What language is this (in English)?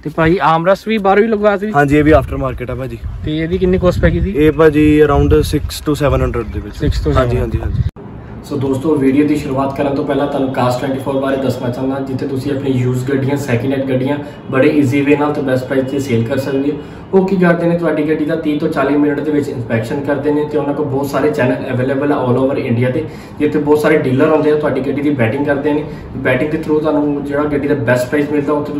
Punjabi